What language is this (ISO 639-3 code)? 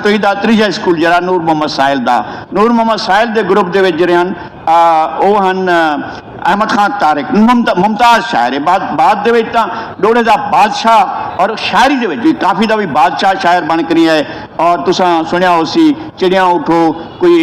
skr